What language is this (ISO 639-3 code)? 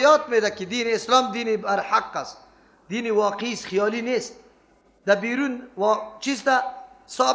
fas